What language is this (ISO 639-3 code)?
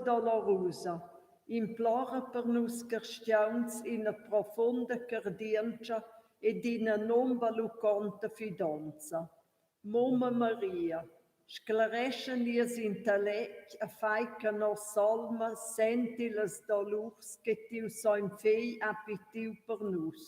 roh